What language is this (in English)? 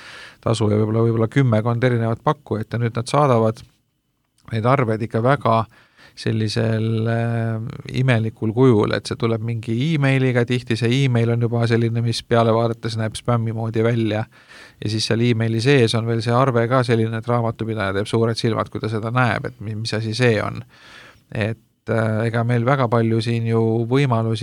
Estonian